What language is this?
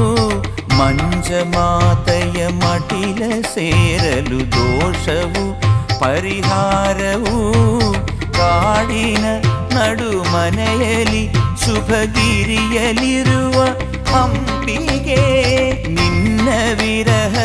Kannada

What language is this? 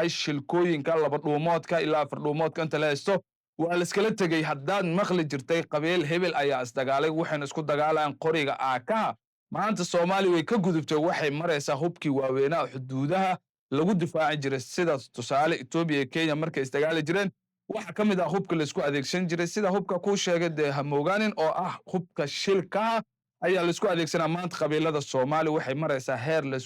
Somali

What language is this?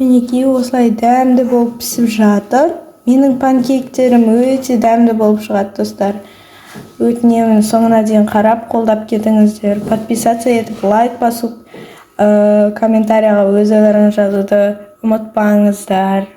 Kazakh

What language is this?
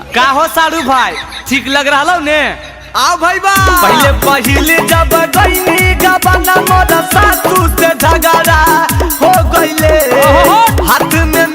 Magahi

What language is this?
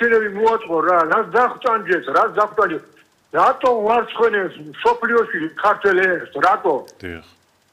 Georgian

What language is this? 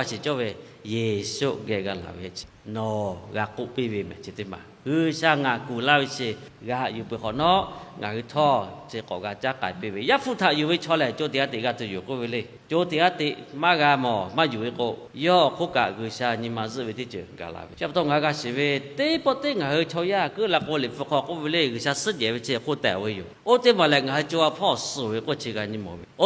Lahu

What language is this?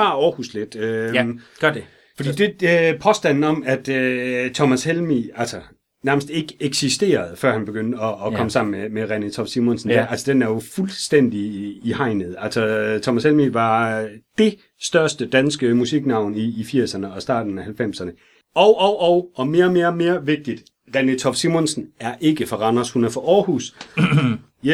Danish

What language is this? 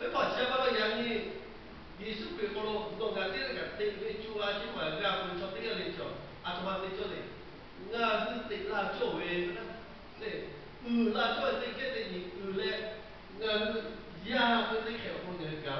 Lahu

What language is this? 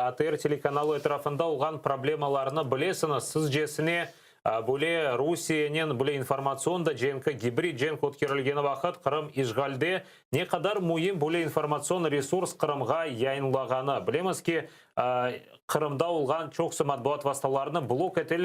Crimean Tatar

